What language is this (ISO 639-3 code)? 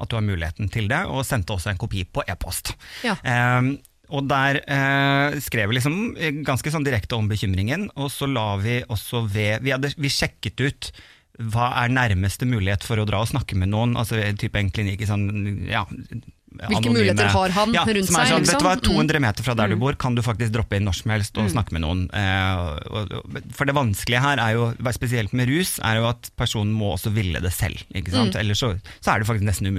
nor